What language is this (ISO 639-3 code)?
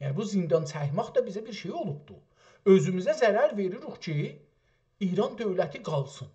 azb